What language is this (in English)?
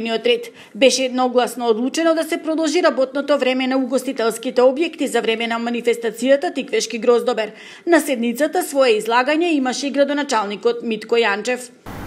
Macedonian